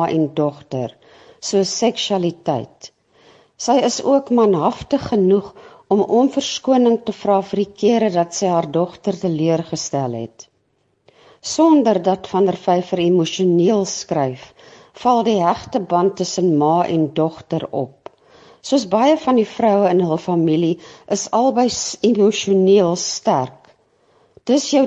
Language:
Afrikaans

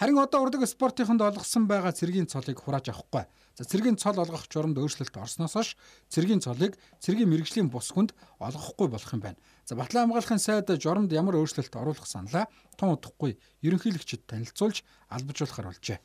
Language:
Mongolian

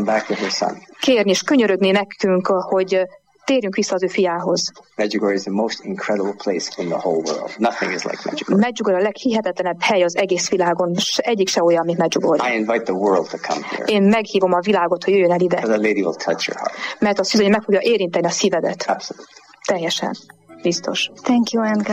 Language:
Hungarian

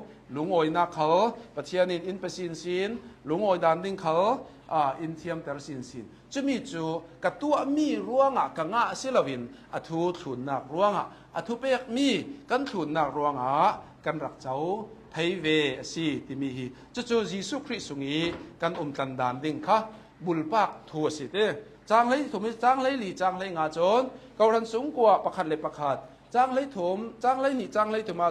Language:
Hakha Chin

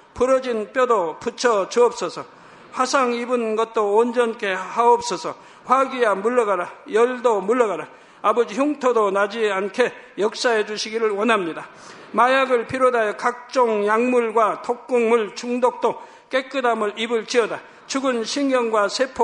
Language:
Korean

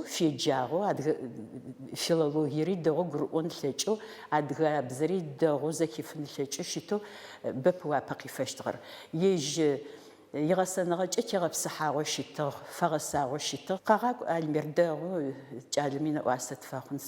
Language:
Adyghe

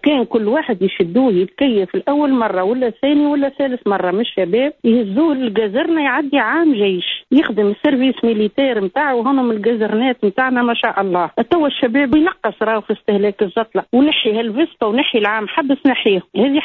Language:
Tunisian Arabic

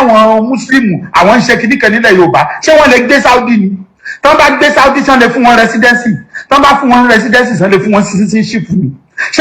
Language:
Yoruba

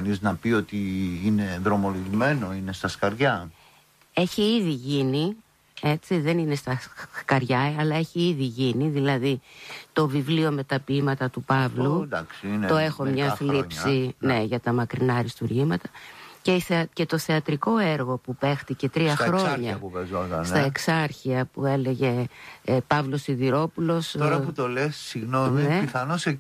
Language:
Greek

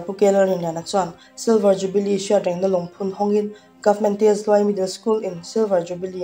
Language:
Mizo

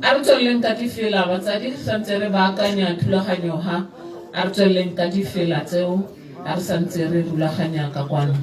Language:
Tswana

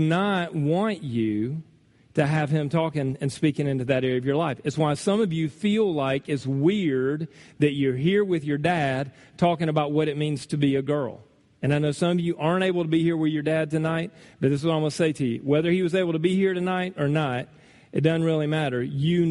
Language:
English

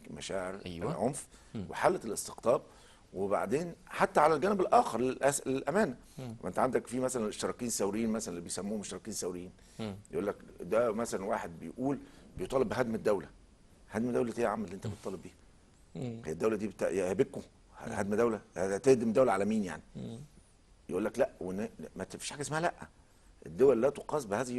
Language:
Egyptian Arabic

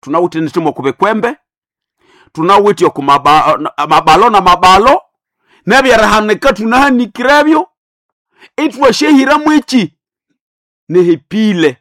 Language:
Nande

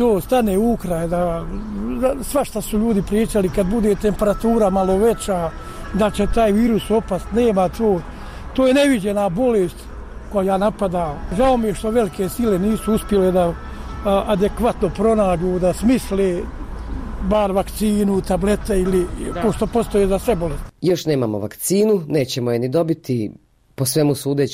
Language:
Bosnian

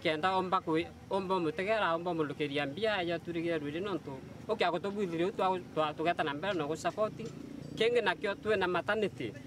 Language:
Meru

